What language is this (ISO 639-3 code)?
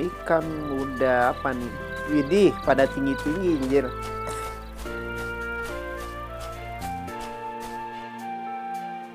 ind